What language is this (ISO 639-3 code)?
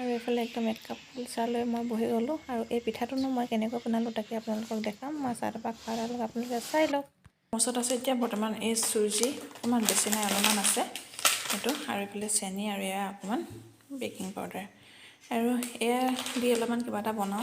asm